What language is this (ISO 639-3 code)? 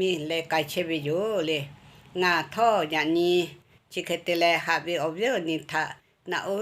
lhu